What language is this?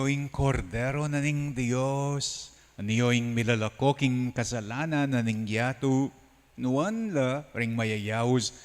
Pampanga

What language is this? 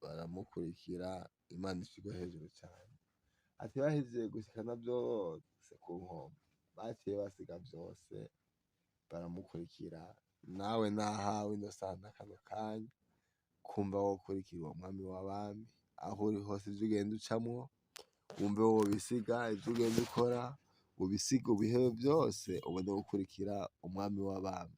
Rundi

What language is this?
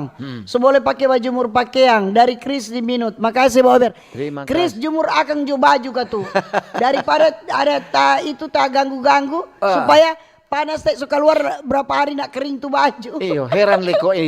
Manado Malay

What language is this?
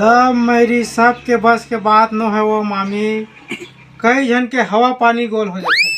Chhattisgarhi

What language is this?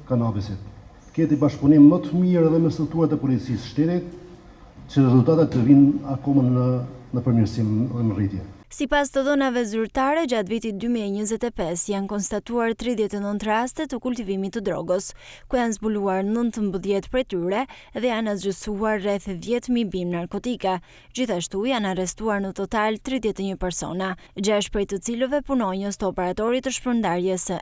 Albanian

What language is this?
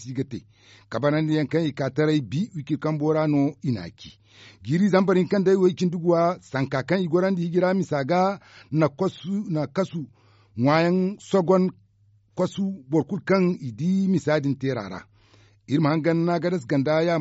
Zarma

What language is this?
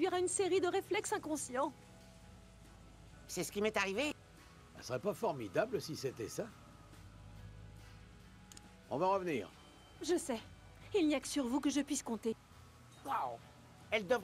French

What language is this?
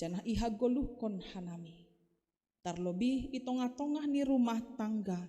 Batak Simalungun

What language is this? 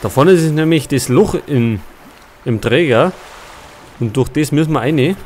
Bavarian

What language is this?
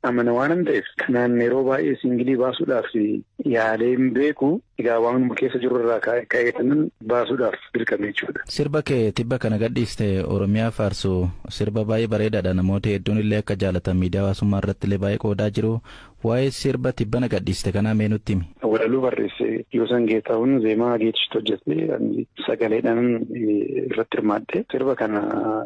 Oromo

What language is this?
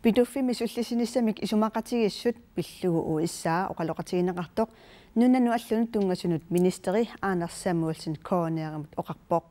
Kalaallisut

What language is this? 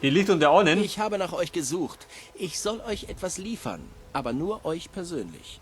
Bavarian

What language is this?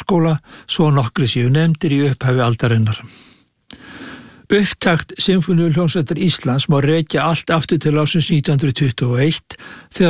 Icelandic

